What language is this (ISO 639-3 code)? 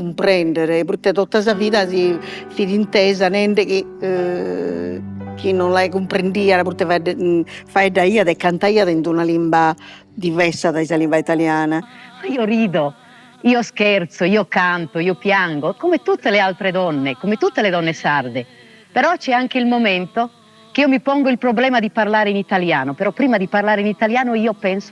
srd